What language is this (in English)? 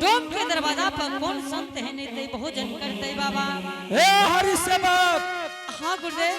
Angika